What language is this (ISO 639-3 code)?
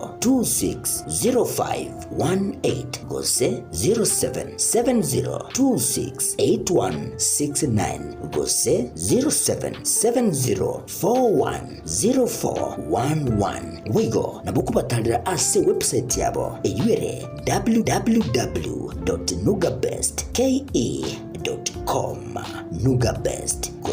guz